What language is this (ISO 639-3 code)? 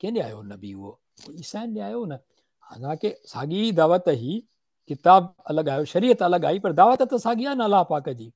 snd